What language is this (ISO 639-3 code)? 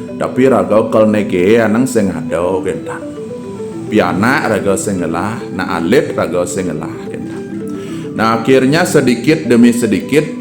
ban